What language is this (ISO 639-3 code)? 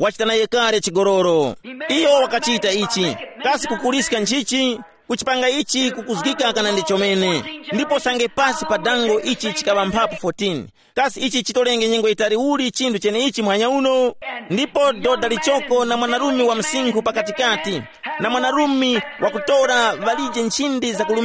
tum